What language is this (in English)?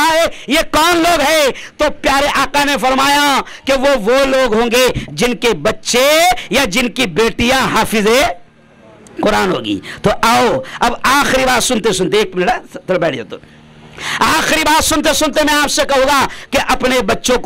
Urdu